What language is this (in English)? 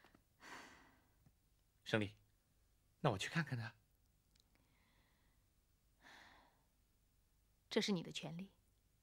Chinese